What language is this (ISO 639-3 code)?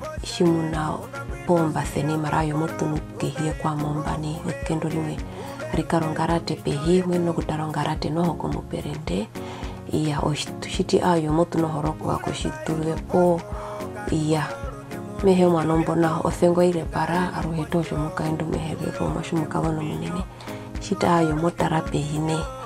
her